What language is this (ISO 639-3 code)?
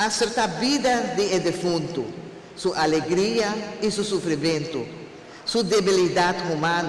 pap